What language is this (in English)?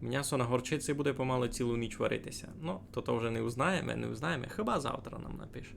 Rusyn